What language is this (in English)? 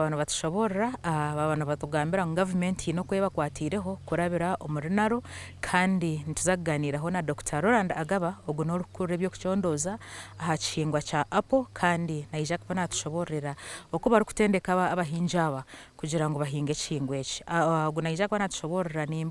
Nyankole